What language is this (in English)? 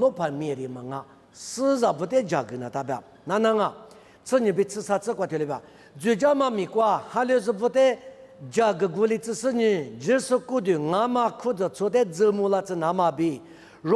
Lisu